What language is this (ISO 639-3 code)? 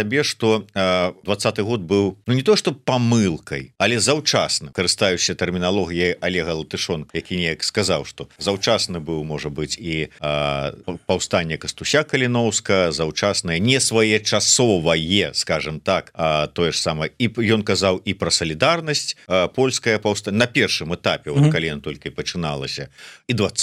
bel